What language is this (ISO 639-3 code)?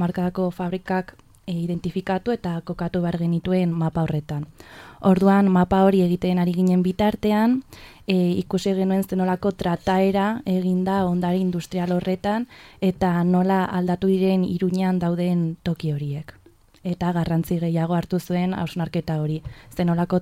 eus